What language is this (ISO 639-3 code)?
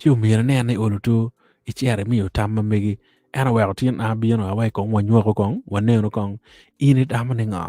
ach